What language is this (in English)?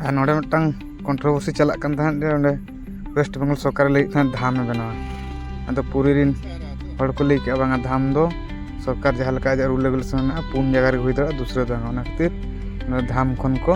Santali